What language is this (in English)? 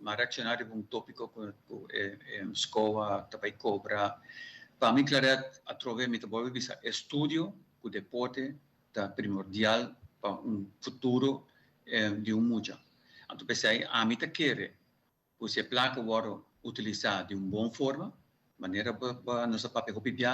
Papiamento